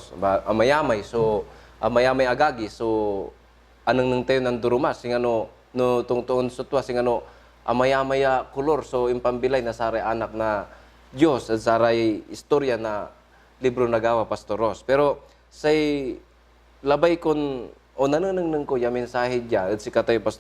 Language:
Pangasinan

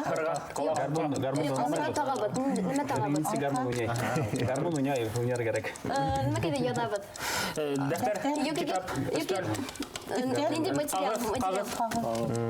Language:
Bashkir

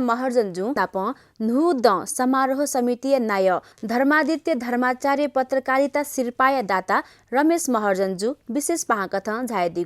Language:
Newari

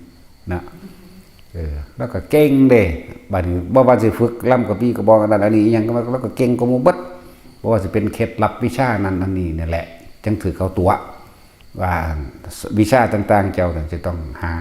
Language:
Northeastern Thai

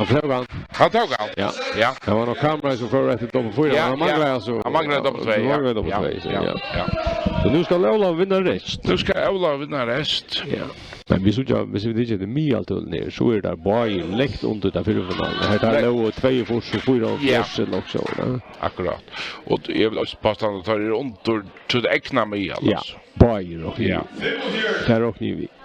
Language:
Faroese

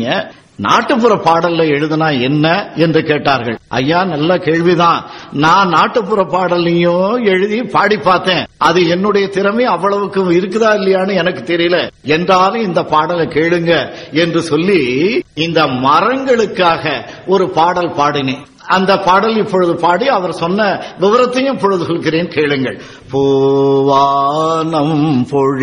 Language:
Tamil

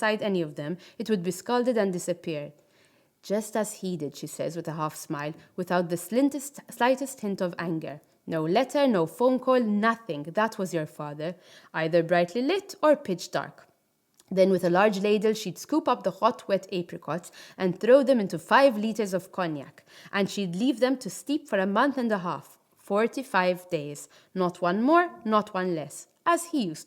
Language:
English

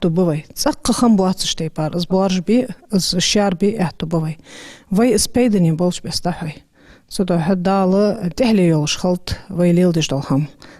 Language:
Ingush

